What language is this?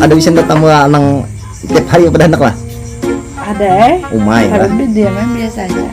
Banjar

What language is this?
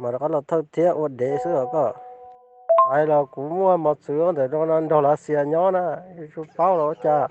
Hmong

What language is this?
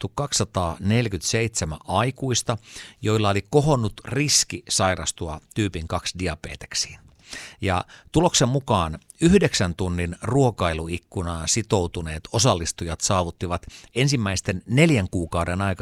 Finnish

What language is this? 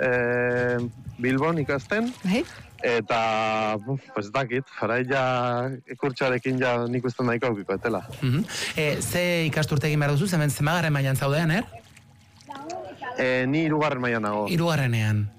Basque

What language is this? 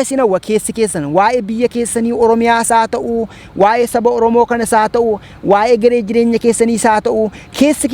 Oromo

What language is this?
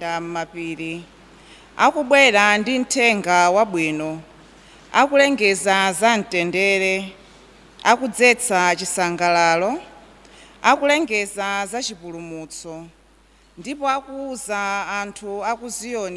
Nyanja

